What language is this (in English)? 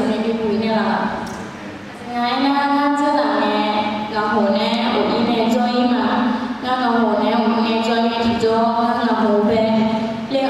Akha